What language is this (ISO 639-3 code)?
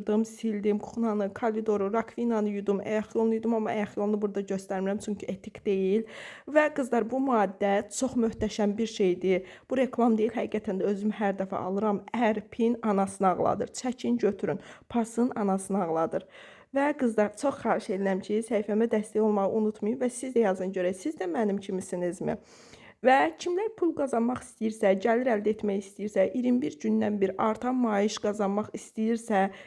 aze